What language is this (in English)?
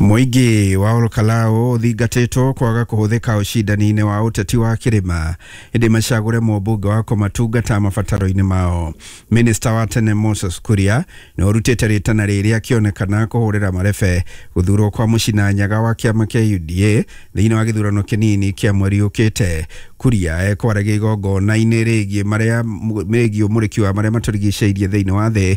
Kikuyu